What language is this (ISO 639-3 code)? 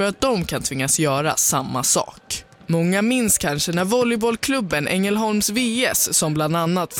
swe